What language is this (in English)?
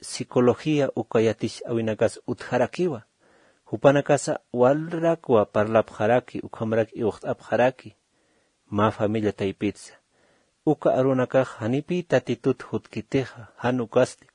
Aymara